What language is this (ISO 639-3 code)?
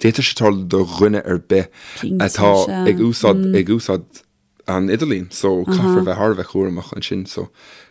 gle